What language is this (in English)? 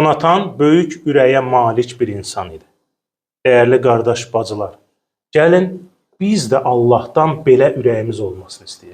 Azerbaijani